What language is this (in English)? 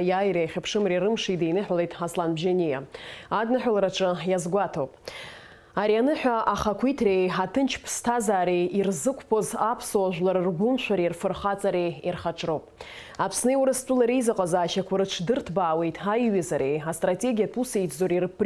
Abkhazian